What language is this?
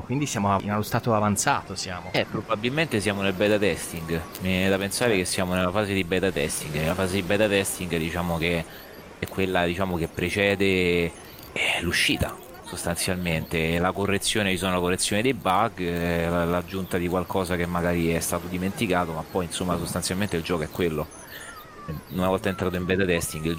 Italian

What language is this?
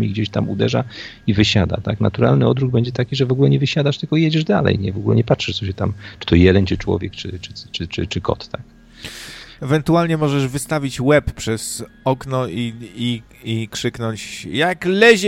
Polish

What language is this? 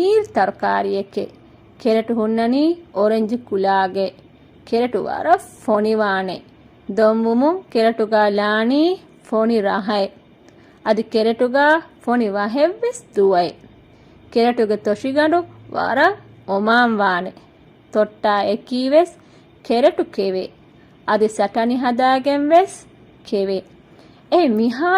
Divehi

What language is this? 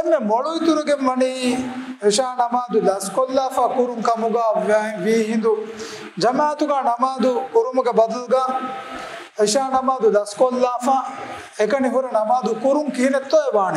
Divehi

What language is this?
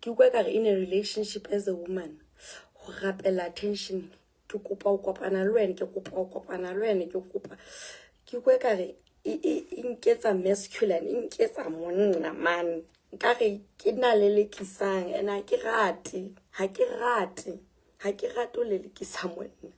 Southern Sotho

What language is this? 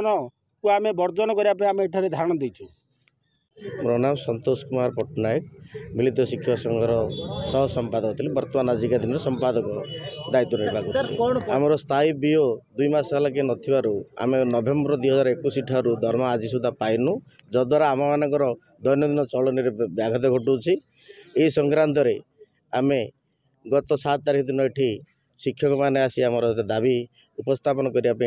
Odia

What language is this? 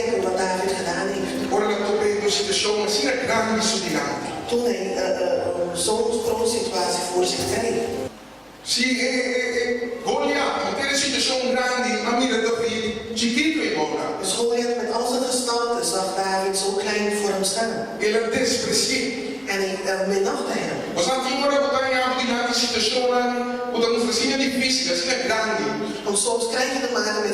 Papiamento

